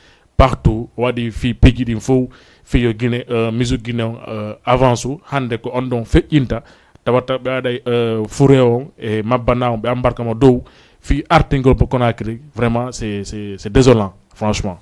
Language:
Fula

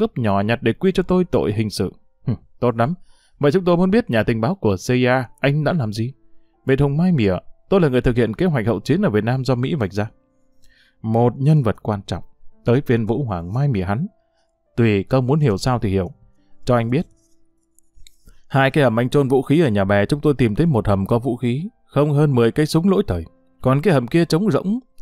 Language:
Vietnamese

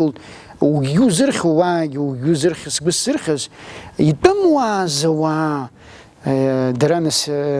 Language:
Abkhazian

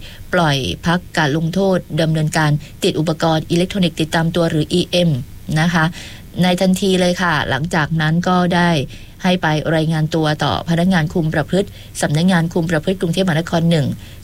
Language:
Thai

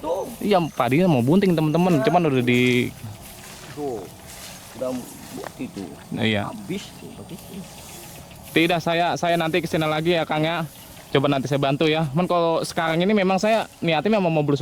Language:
Betawi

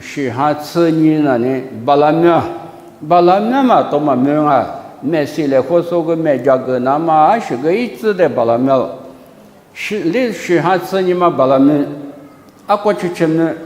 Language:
Lisu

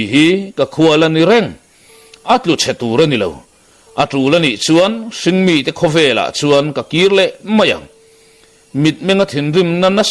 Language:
Mizo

